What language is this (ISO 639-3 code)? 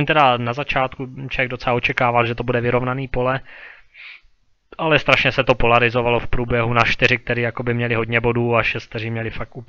ces